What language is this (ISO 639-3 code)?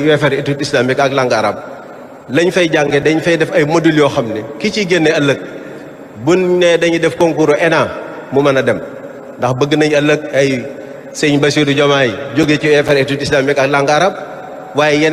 wol